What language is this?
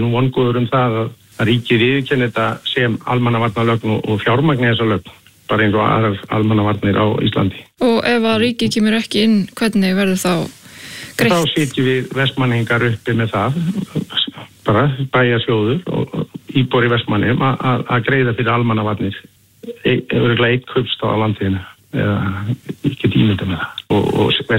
Icelandic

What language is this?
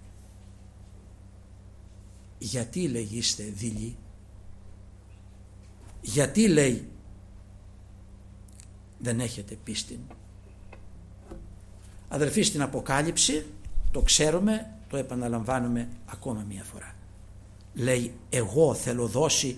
Greek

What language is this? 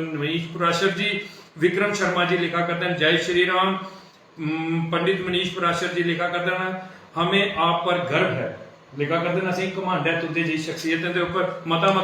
Dogri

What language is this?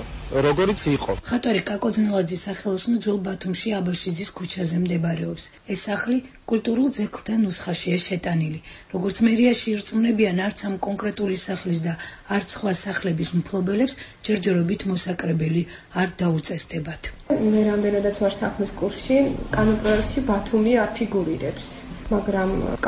Georgian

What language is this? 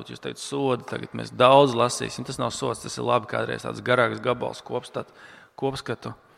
Latvian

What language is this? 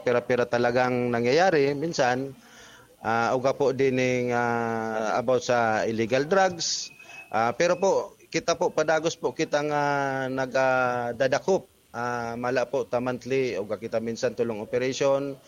Bikol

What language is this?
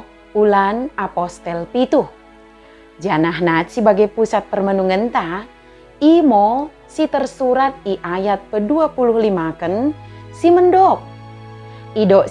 Batak Dairi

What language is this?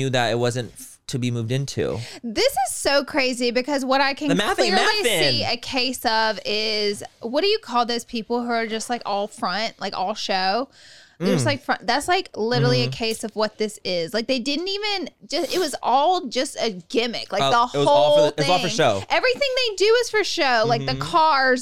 English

